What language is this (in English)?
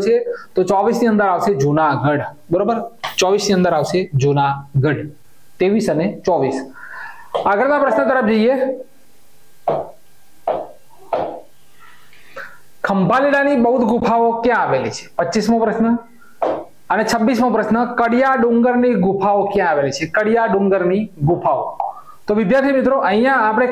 Gujarati